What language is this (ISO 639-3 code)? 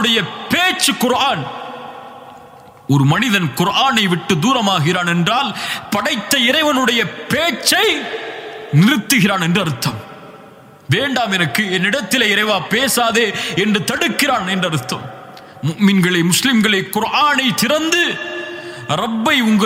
tam